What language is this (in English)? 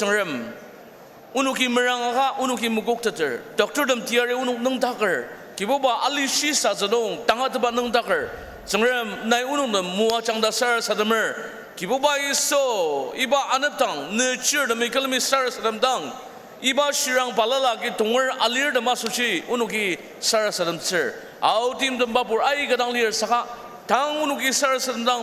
Ao Naga